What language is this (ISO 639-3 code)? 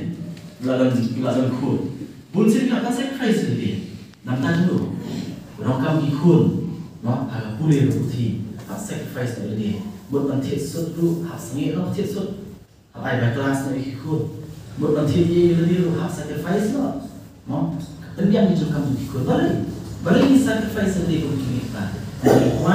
kha